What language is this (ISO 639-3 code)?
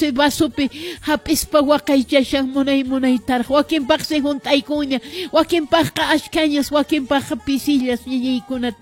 que